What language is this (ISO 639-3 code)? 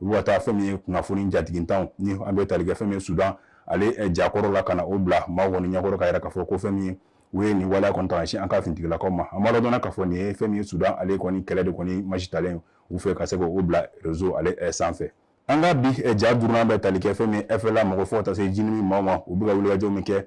bam